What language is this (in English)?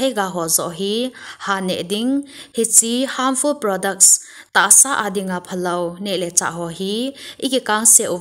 Thado Chin